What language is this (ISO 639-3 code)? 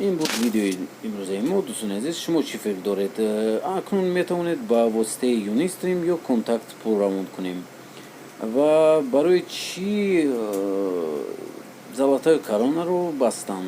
tgk